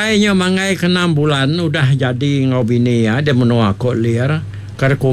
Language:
Iban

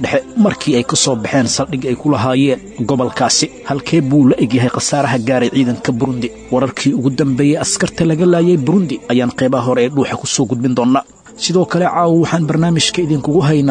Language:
Somali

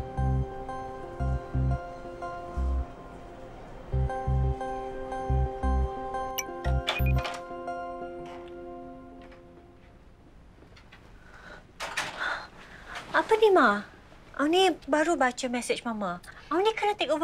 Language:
Malay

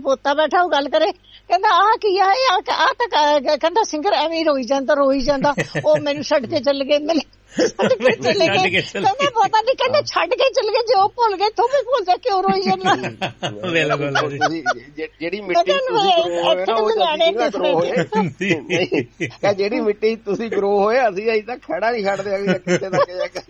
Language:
Punjabi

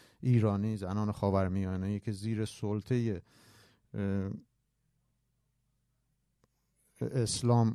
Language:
Persian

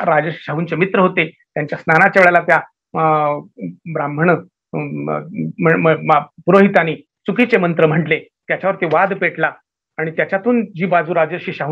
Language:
Marathi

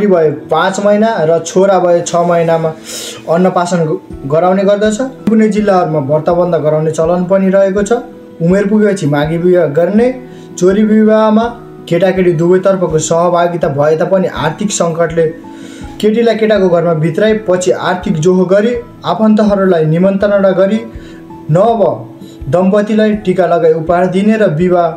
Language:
Nepali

